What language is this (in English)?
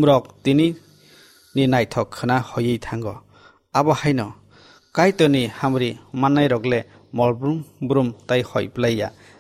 Kok Borok